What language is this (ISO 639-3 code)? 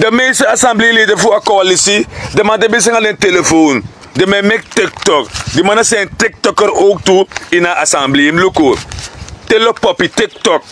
srn